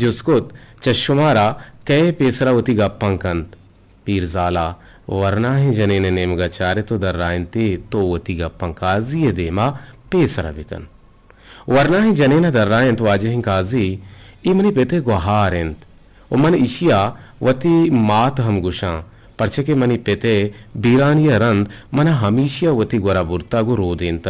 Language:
Eastern Balochi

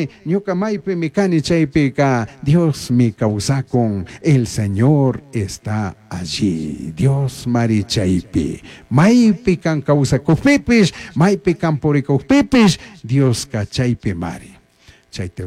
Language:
Chimborazo Highland Quichua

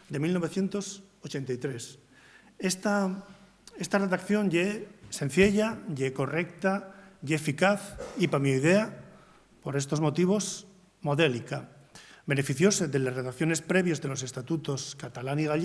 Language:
Asturian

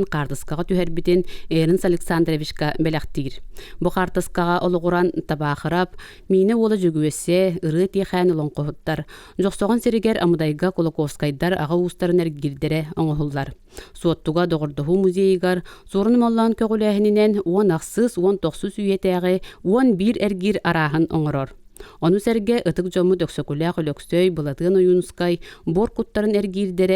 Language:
Yakut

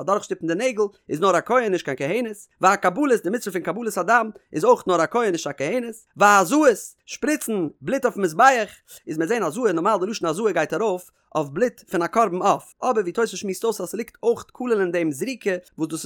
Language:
Yiddish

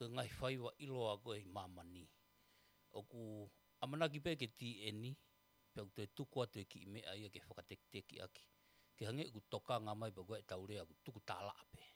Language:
Tongan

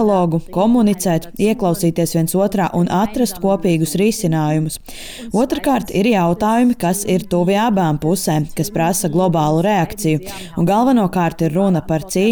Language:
Latvian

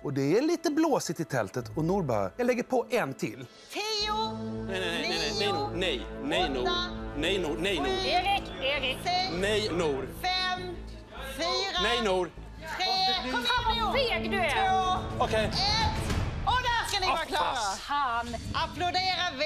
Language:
Swedish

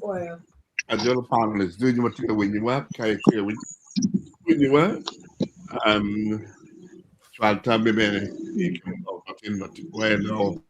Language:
Acoli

